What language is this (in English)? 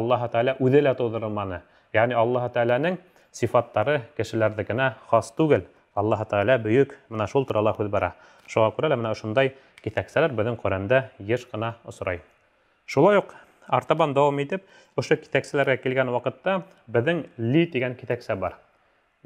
Bashkir